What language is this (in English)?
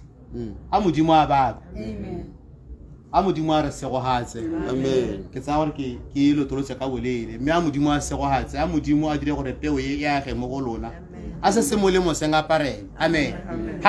Tswana